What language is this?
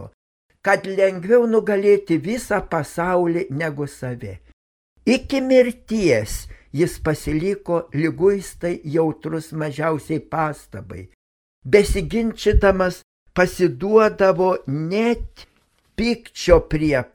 Lithuanian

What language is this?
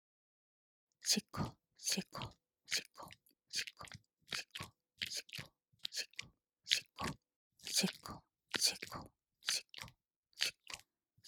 Japanese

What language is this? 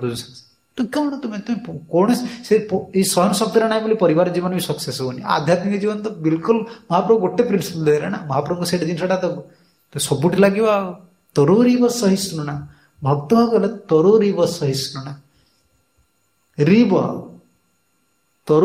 Odia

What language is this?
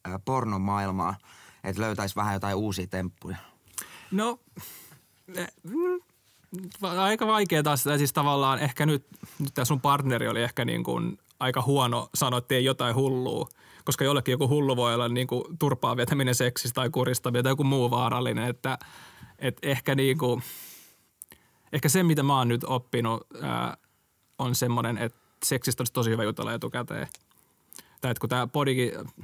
Finnish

